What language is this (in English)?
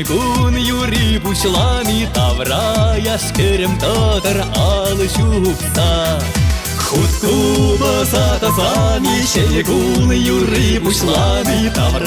Chuvash